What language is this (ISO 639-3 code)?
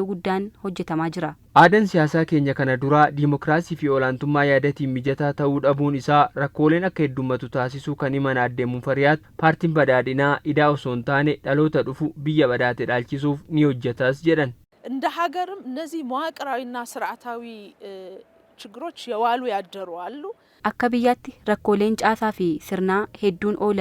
orm